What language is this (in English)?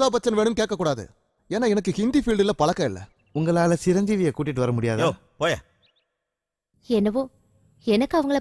Tamil